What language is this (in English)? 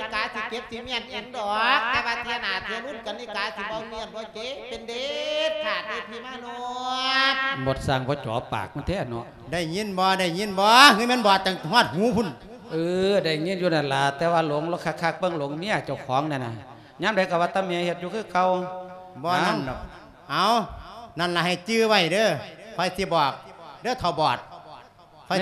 Lao